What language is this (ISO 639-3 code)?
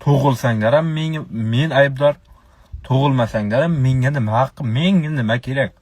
uzb